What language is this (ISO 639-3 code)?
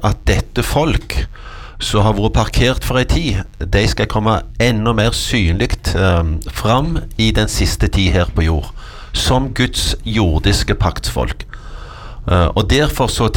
nor